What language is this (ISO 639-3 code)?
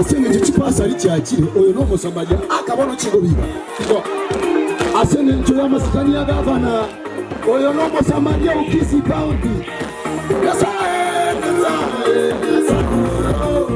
guz